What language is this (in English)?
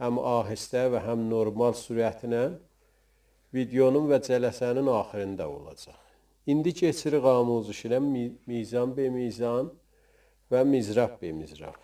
South Azerbaijani